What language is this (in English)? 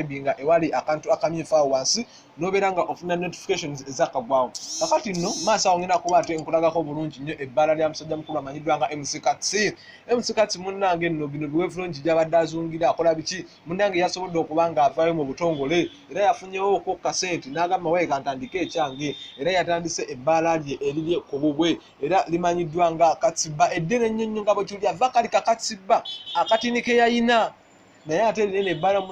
Ganda